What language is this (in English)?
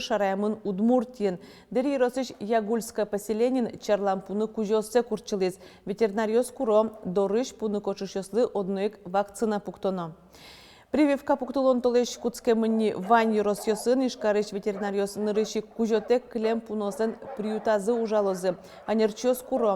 Udmurt